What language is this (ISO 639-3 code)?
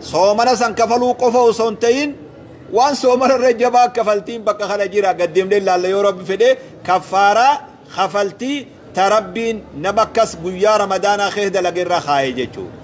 orm